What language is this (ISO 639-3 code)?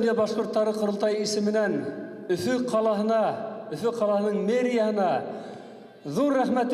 bak